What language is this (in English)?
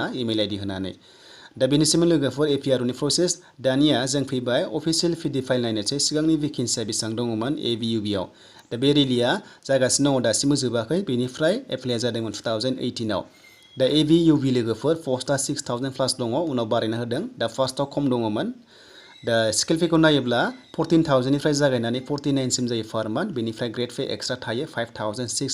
Bodo